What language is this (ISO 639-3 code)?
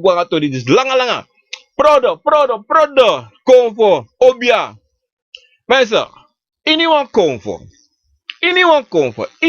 srn